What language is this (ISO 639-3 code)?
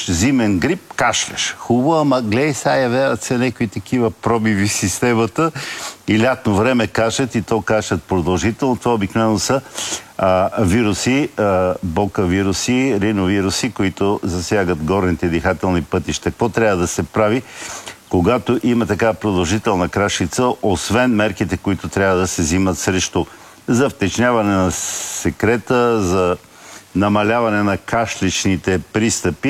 bul